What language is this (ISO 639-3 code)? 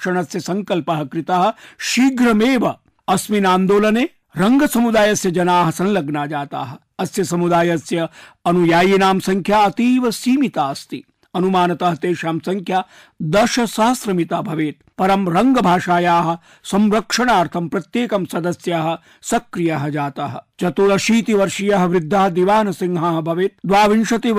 san